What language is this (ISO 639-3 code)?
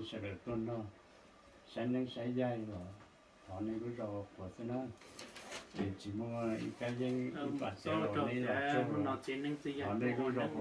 hmn